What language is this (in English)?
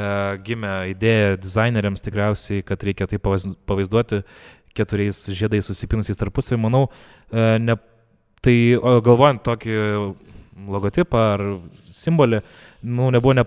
Lithuanian